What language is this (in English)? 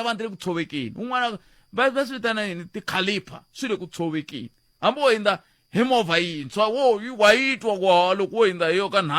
Tsonga